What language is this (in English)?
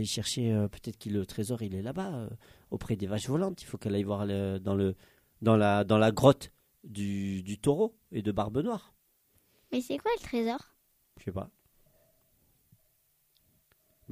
French